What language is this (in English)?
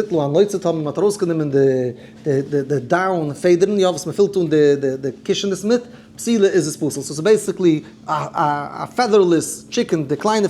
Yiddish